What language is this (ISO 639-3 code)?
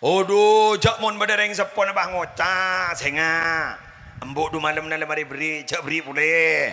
mad